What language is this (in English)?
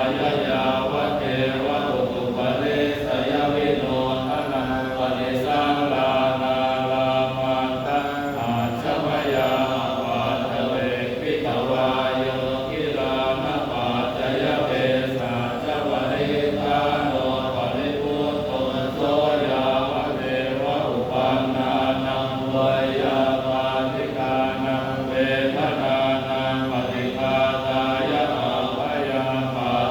Pali